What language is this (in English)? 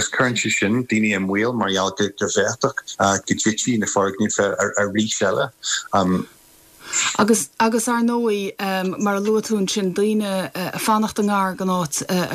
Irish